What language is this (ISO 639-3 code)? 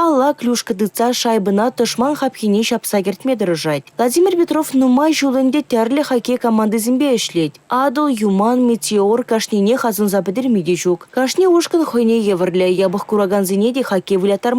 chv